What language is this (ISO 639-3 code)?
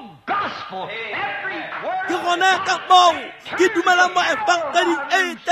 tsn